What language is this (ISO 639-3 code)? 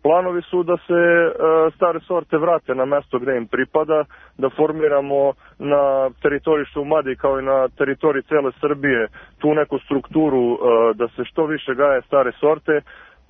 srp